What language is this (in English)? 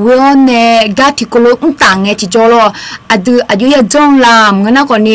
Akha